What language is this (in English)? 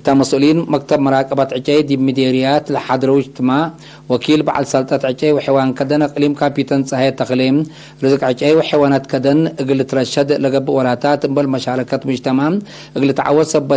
Tigre